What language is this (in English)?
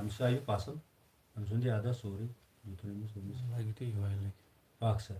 Kashmiri